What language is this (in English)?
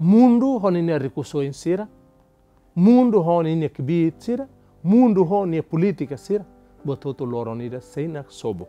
Tetum